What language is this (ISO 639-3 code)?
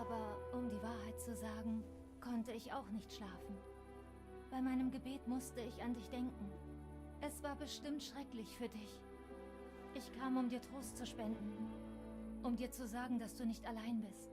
gsw